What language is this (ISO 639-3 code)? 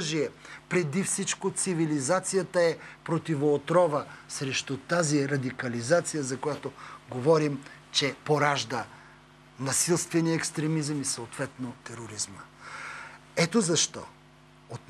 bul